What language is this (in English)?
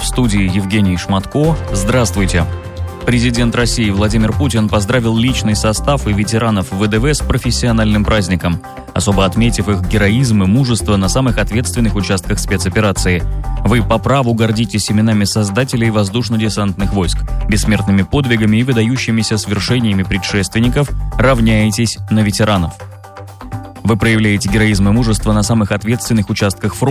Russian